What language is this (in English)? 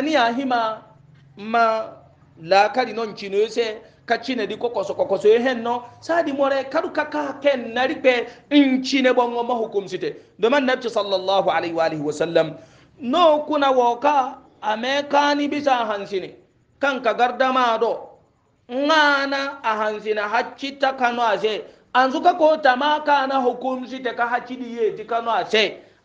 Hausa